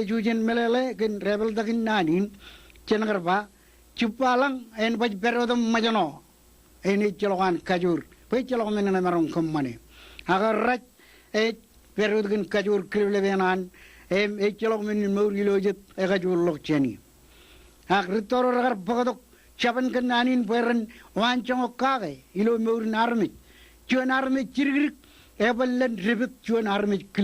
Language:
Marshallese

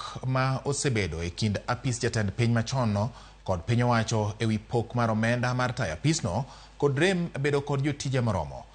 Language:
Luo (Kenya and Tanzania)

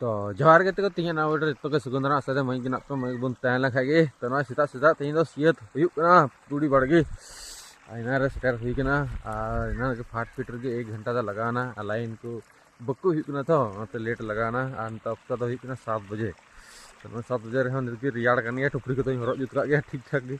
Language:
Santali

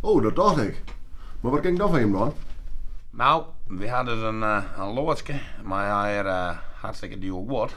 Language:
Western Frisian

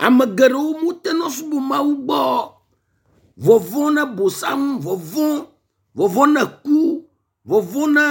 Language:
Ewe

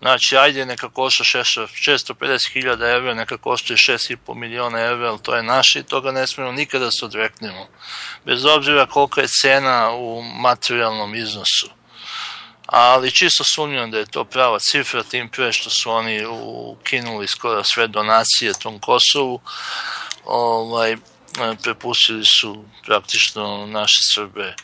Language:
Serbian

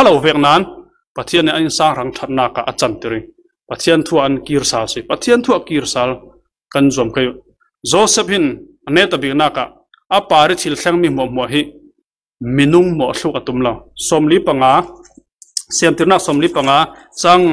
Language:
Falam Chin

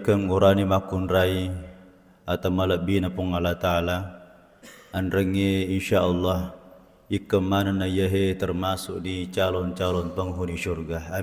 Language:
Buginese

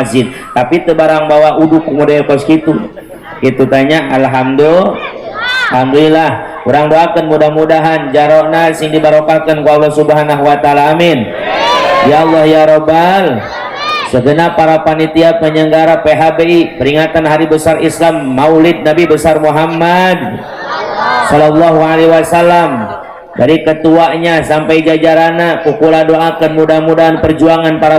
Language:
Sundanese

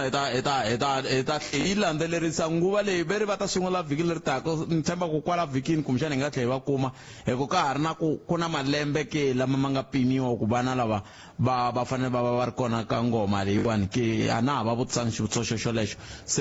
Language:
Tsonga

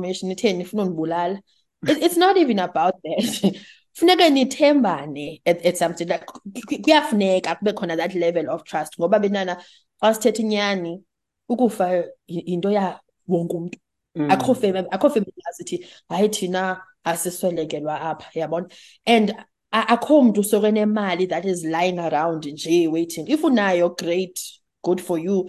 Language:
Xhosa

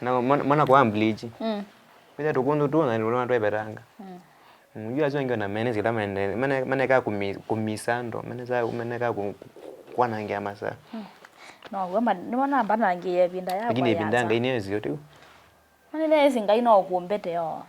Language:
Kamba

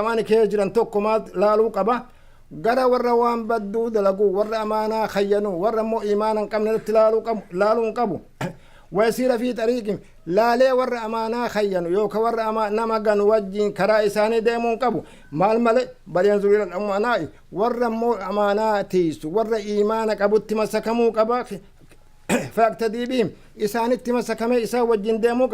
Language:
Oromo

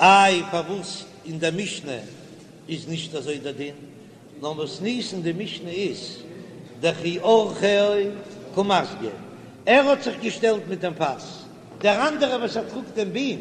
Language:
Yiddish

